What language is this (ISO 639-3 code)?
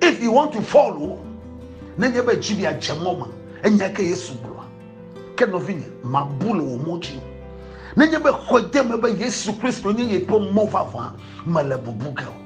ewe